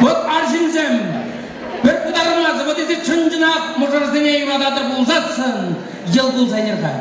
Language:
Chuvash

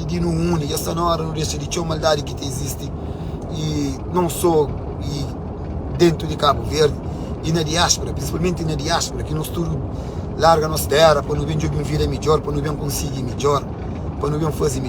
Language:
Kabuverdianu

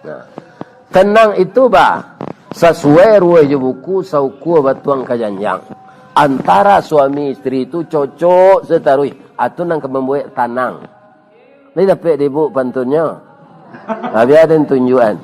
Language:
Minangkabau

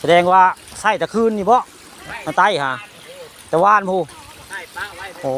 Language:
Northeastern Thai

